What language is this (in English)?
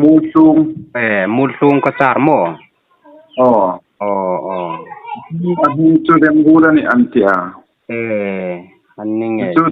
Hmar